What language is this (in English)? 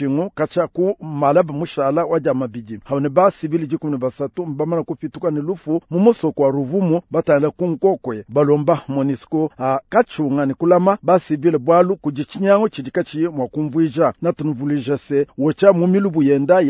Luba-Lulua